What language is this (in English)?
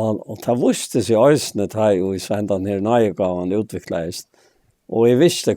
Faroese